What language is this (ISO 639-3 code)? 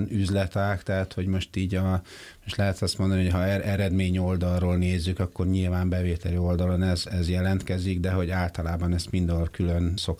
hun